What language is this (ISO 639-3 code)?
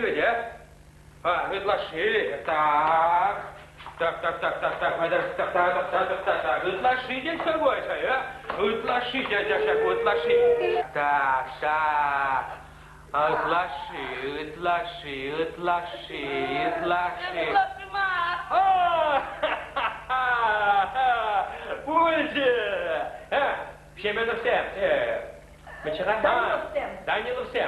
chv